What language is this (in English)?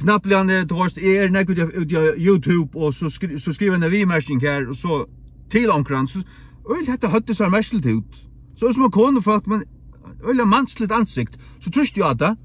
Faroese